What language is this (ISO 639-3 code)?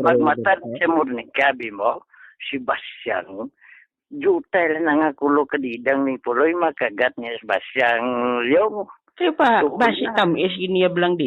hil